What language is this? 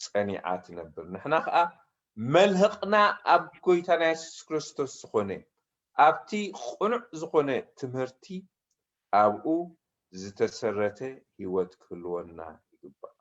Tigrinya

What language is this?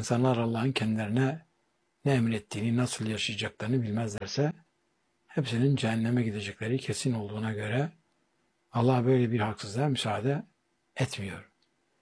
Turkish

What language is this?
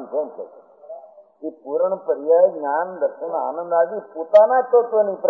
Gujarati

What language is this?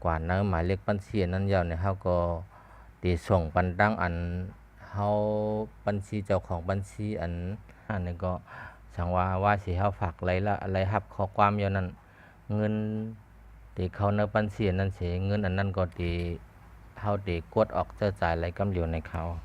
Shan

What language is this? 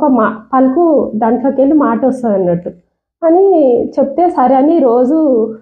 Telugu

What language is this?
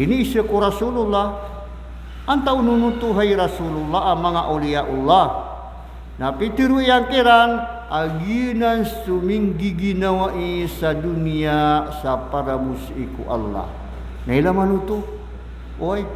Maranao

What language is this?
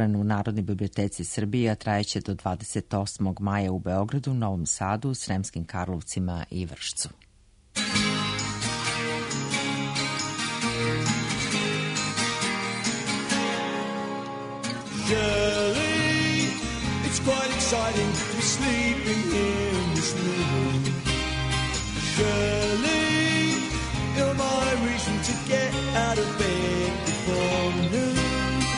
Serbian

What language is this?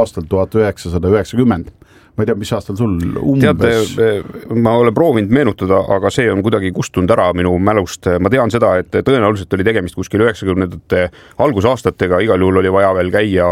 Estonian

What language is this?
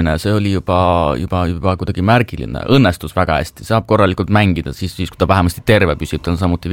Estonian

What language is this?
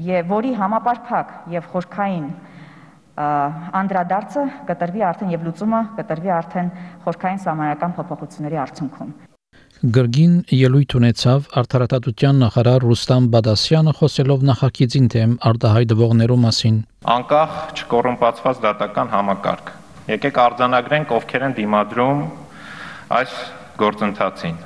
Armenian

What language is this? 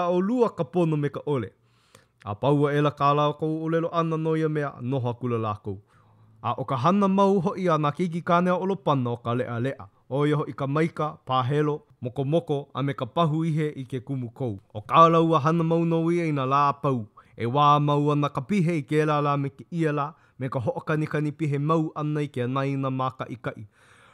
Hawaiian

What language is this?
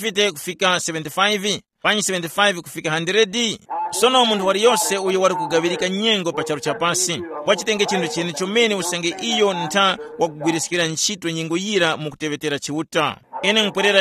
Tumbuka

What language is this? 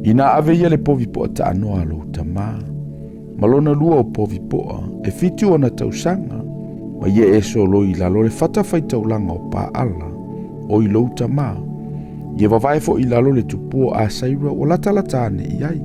Samoan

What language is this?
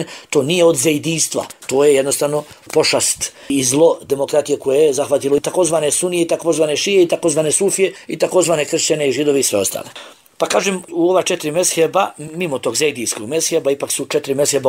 Bosnian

